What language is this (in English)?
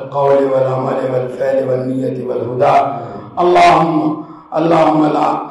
Urdu